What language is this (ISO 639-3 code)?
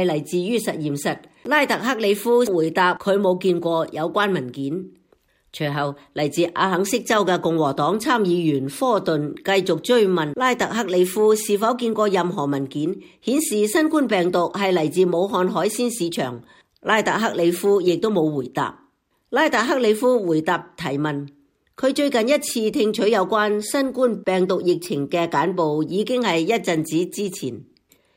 yue